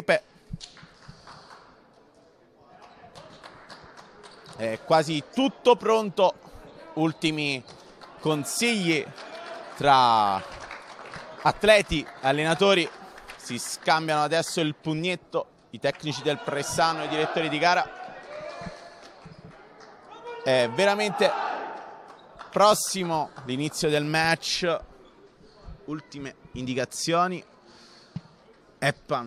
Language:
Italian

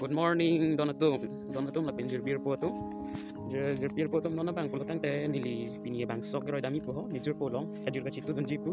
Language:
Karbi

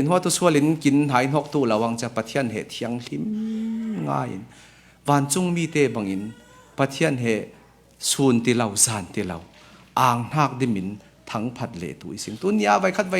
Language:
Falam Chin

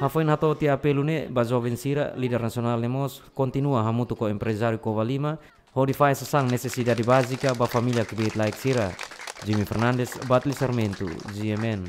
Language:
Tetum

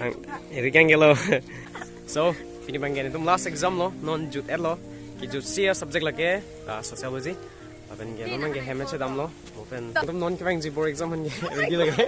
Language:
Karbi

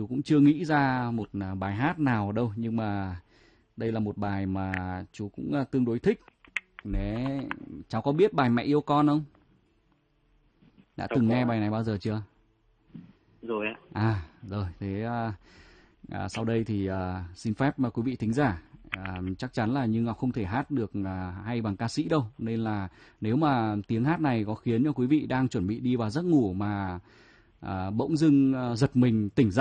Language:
Vietnamese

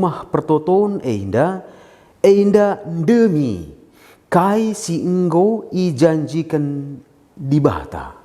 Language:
Batak Karo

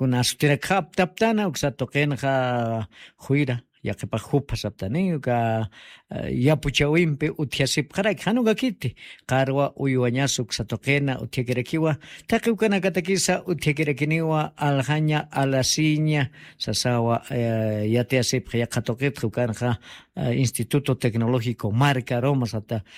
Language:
Aymara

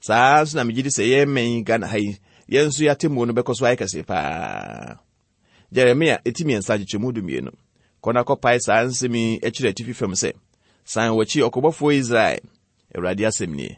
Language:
Akan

